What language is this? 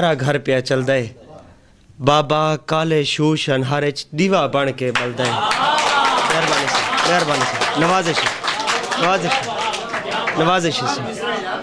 Saraiki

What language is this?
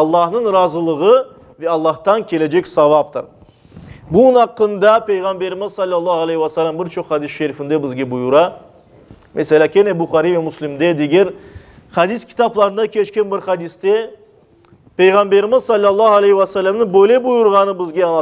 Crimean Tatar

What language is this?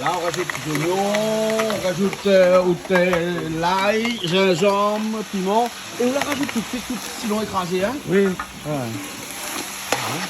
Réunion Creole French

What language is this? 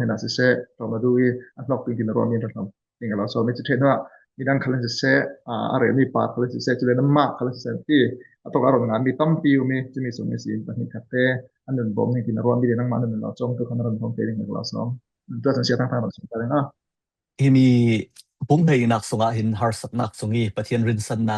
Falam Chin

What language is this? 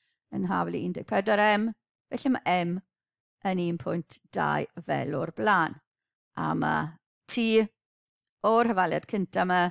Welsh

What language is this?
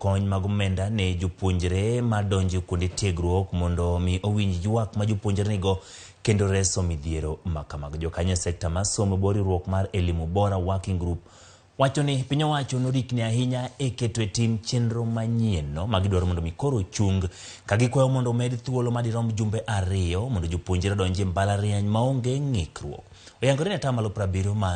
Luo (Kenya and Tanzania)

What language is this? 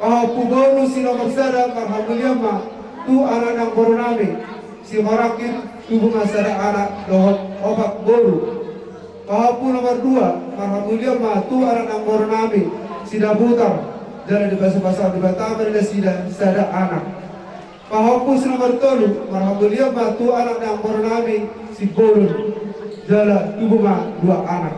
Batak Toba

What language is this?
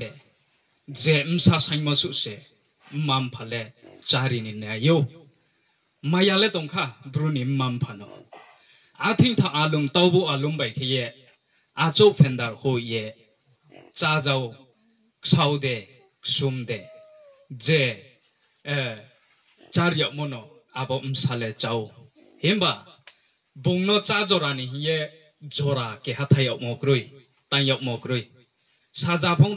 Riang (India)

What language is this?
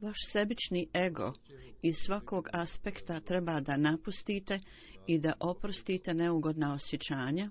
Bosnian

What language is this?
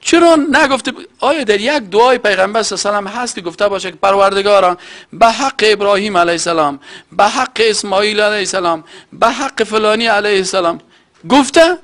Persian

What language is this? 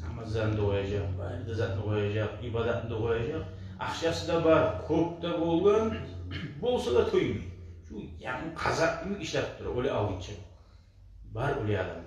Kumyk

